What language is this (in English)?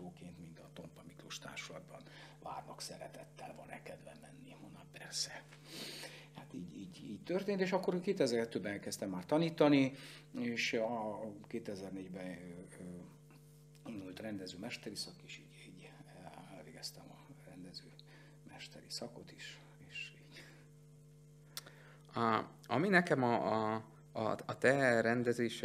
Hungarian